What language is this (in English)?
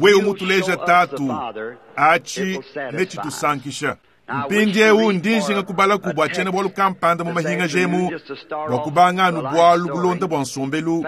Luba-Lulua